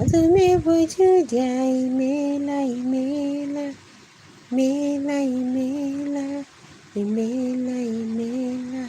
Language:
Igbo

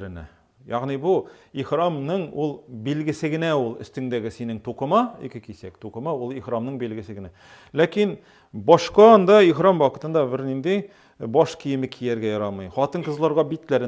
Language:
Tatar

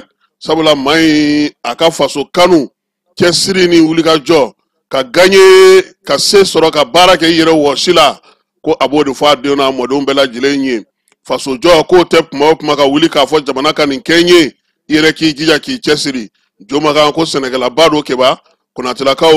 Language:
Bambara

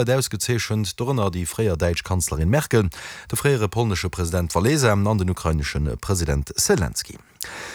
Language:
Luxembourgish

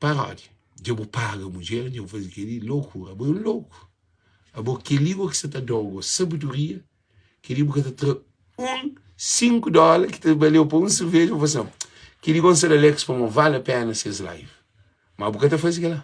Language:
Kabuverdianu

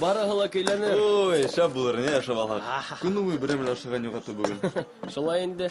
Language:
Bashkir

